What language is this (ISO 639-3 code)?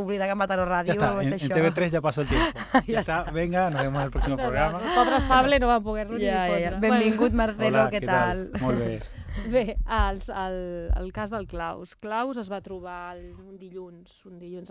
cat